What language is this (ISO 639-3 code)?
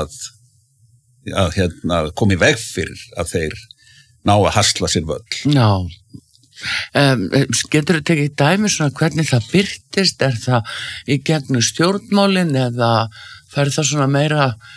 isl